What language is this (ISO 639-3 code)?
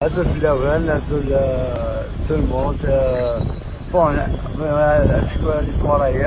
kab